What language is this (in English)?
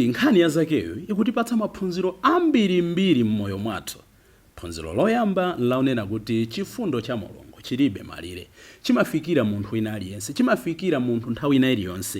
Nyanja